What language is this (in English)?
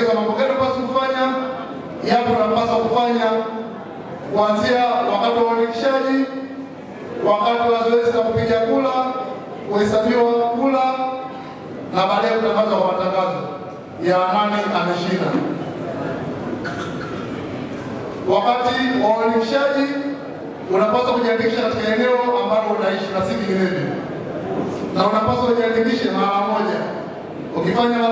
Swahili